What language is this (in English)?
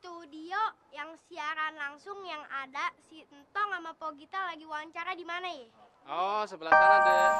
Betawi